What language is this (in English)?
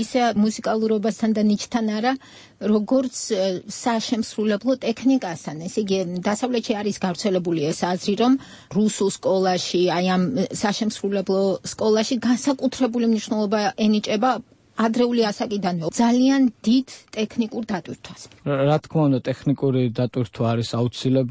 Georgian